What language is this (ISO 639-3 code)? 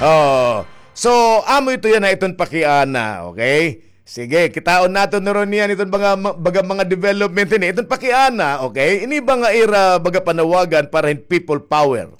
war